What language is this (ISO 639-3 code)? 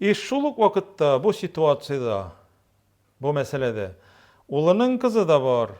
tat